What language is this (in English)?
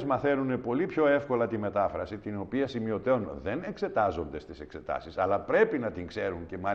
Greek